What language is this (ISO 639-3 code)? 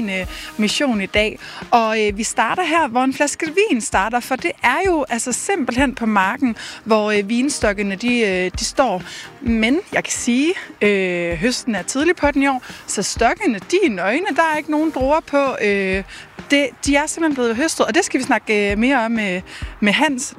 dan